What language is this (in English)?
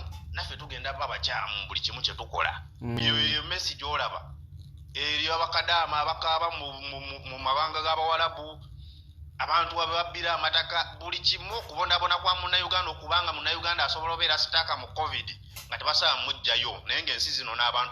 Ganda